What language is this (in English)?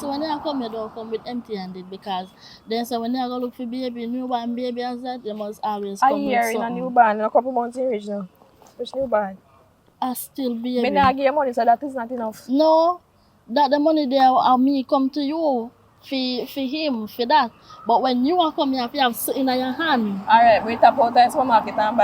Jamaican Creole English